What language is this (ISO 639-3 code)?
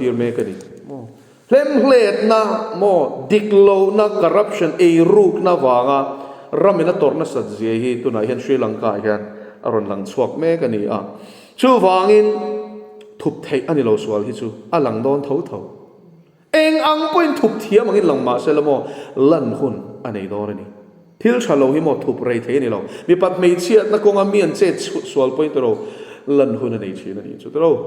lus